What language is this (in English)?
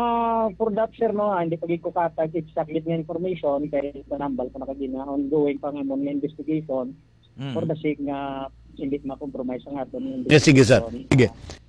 Hiligaynon